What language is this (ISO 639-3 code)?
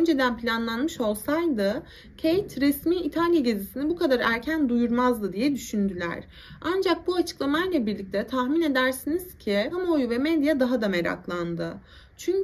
tur